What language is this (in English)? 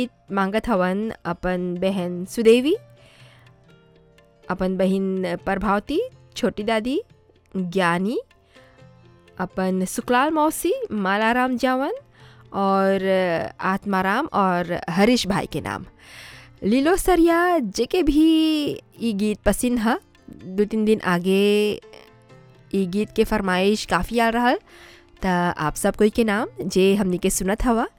Bhojpuri